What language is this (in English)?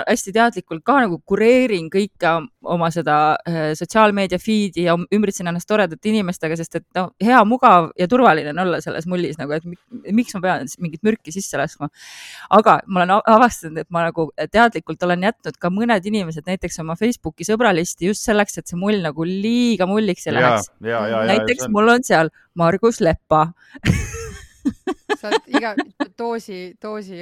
Estonian